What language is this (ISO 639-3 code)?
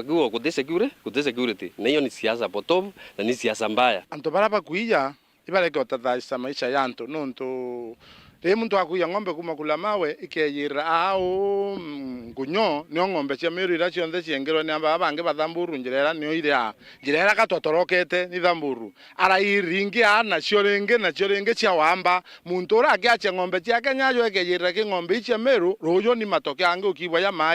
mer